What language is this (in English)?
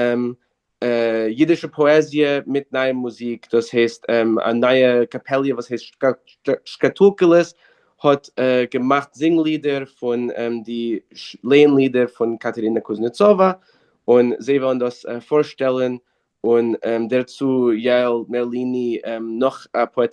Yiddish